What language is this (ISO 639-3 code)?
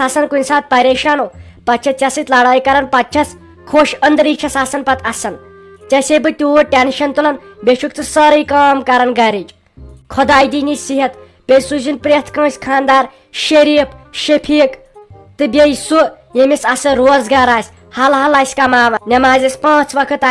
kas